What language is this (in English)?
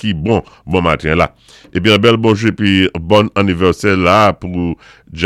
Saint Lucian Creole French